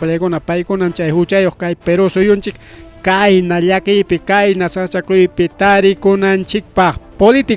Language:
Ayacucho Quechua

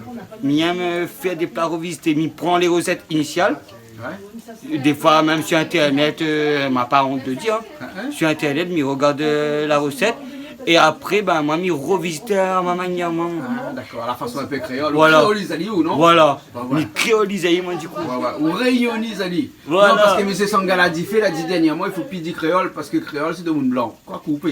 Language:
Réunion Creole French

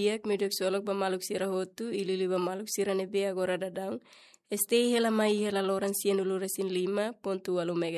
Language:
Tetum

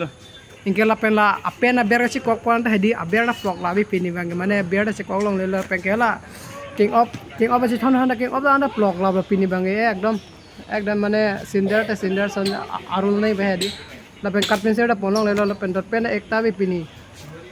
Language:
Karbi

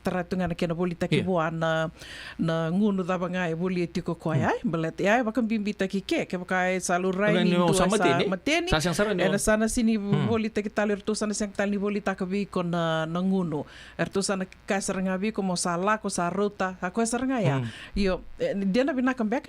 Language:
Fijian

